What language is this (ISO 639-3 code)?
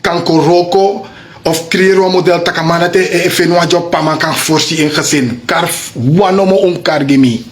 srn